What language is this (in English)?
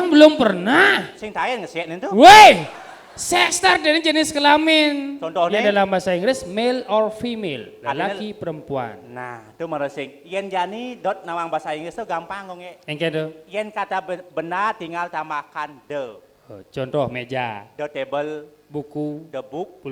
Balinese